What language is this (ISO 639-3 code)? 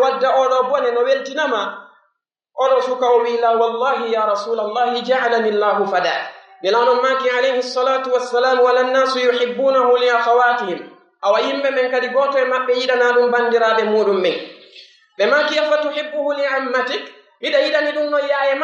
fuf